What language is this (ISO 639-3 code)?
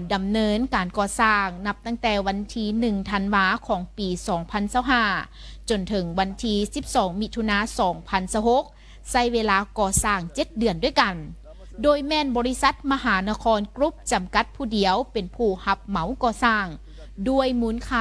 lao